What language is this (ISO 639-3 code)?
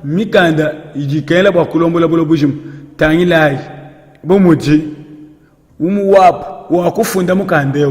lua